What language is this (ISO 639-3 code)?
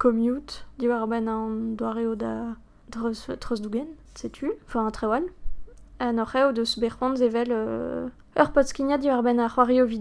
bre